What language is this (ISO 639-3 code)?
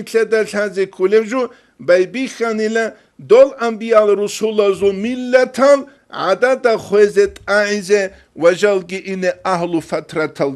ava